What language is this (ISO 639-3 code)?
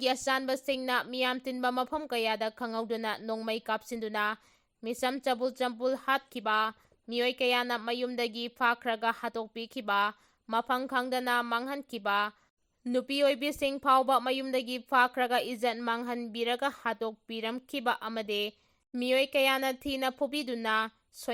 mni